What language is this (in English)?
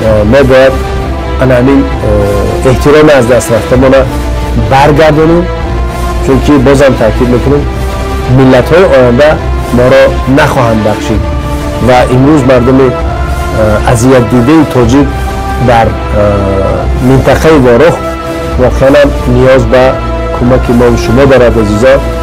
Tajik